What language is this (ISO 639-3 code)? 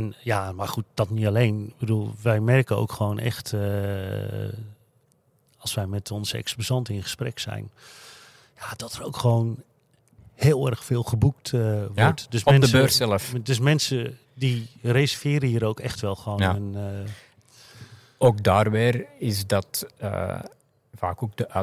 nld